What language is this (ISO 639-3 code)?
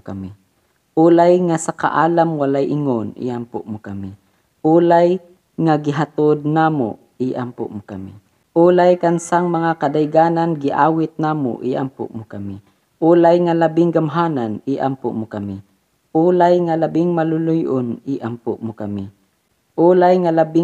ceb